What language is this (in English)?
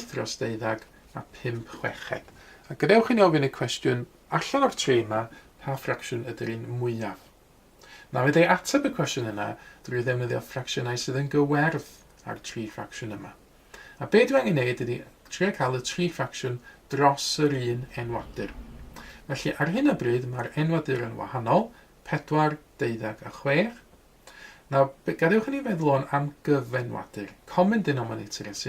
Welsh